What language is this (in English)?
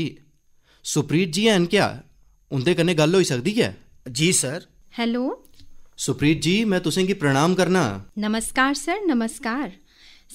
Dogri